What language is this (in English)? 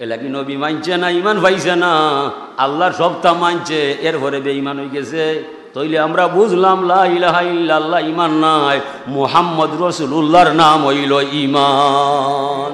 Sylheti